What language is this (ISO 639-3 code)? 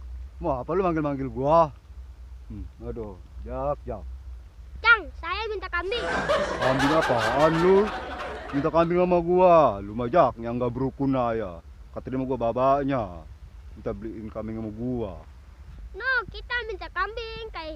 bew